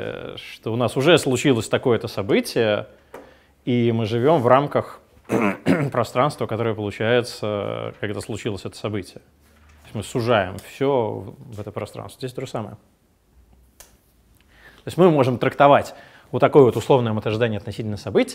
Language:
Russian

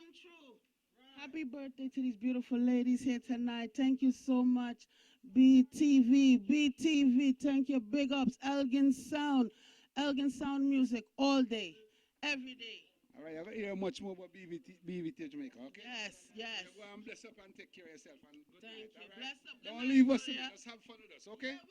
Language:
Jamaican Creole English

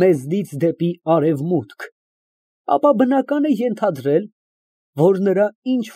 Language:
Armenian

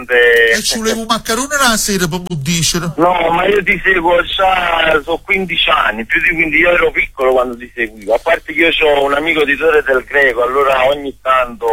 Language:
Italian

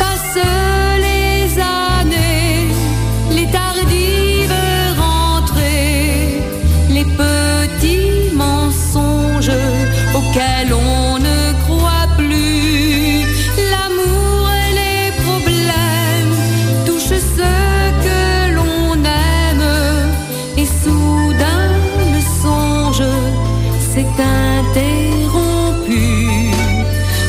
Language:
French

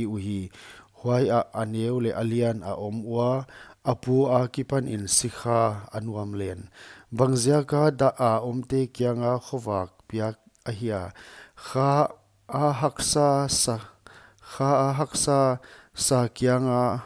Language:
Paite Chin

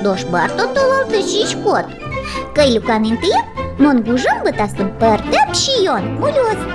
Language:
Udmurt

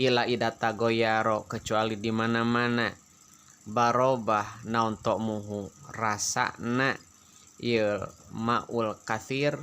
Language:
Sundanese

